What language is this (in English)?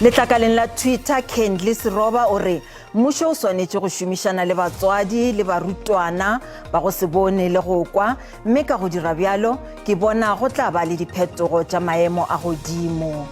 Northern Sotho